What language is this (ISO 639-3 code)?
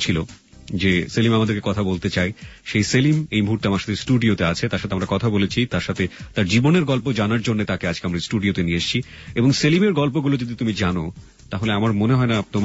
ben